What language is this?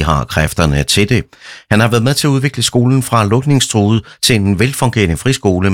Danish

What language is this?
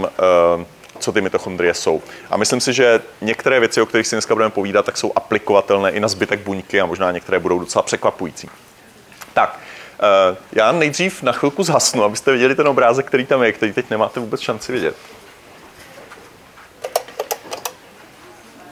Czech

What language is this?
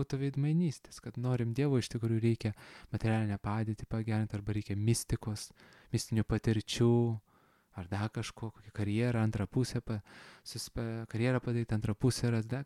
Lithuanian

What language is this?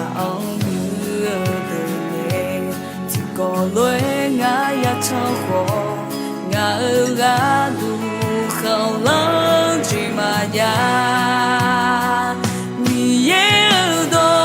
Akha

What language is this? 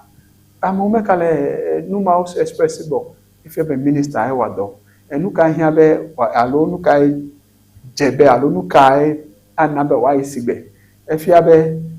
Ewe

